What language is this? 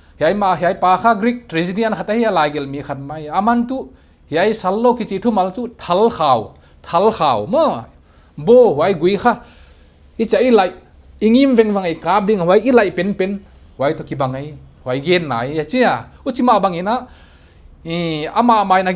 Paite Chin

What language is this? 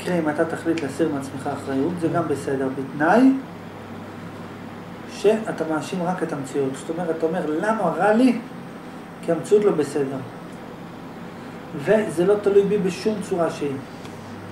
Hebrew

